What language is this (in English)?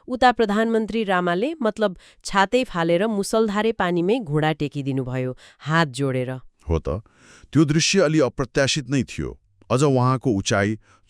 Nepali